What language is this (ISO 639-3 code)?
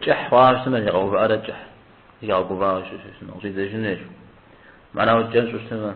kbd